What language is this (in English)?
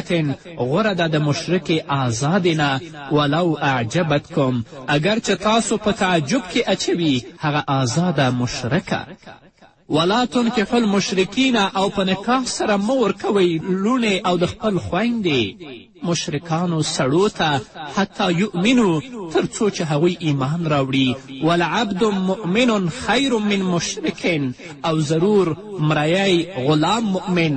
Pashto